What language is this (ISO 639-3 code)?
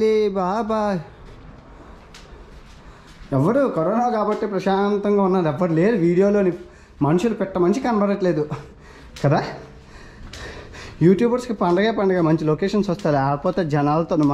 tel